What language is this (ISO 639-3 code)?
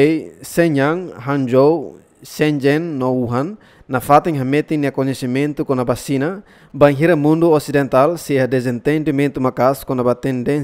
tet